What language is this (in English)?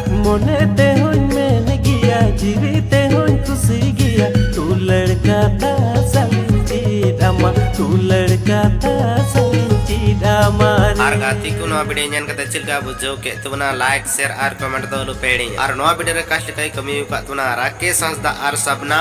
Santali